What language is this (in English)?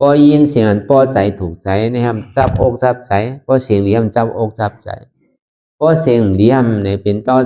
Shan